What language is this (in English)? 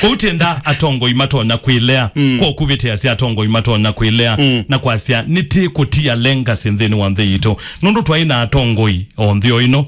Kamba